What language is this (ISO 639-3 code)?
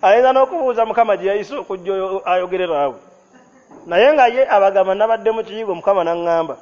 lug